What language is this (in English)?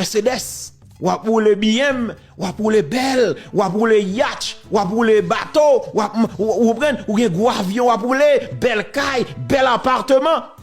Haitian Creole